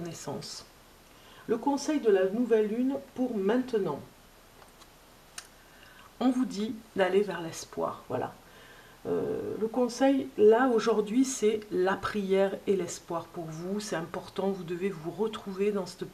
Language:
French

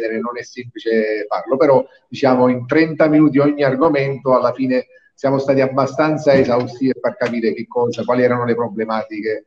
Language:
Italian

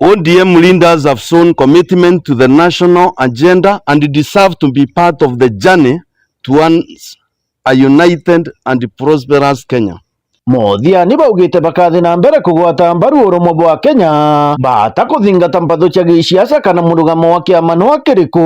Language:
Meru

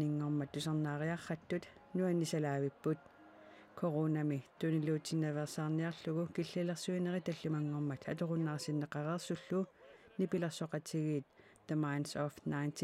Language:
Kalaallisut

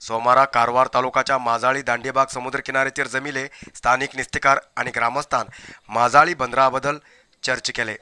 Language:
Konkani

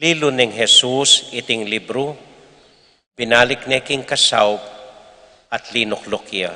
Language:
Pampanga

